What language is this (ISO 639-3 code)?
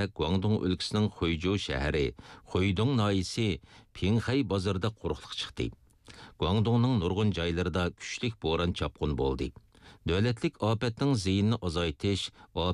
uig